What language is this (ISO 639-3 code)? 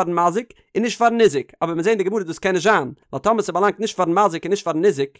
yid